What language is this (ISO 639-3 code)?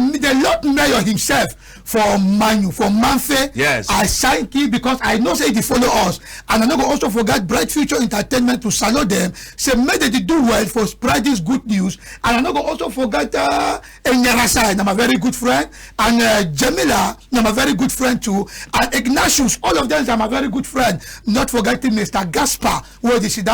wes